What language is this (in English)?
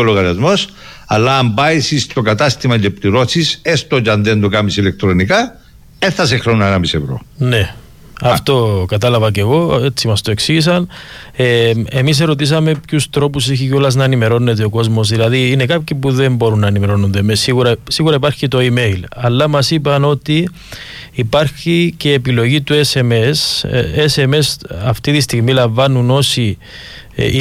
Greek